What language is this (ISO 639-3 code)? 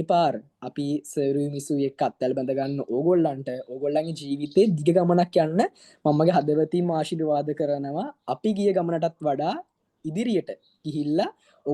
sin